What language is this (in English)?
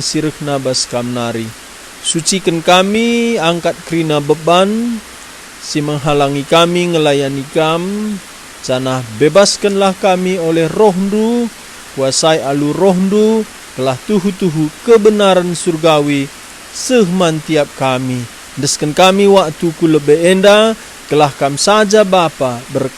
Batak Karo